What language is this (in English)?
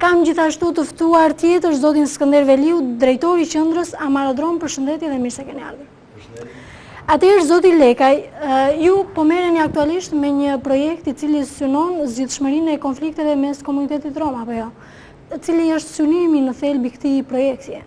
Albanian